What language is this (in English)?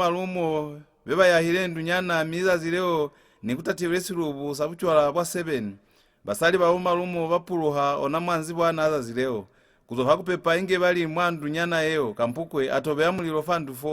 Lozi